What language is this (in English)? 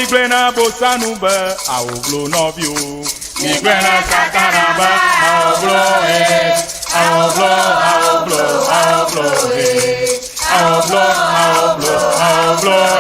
Ewe